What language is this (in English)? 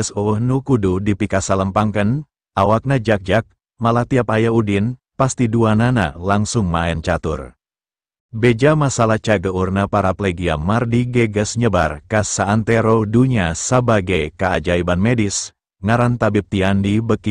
Sundanese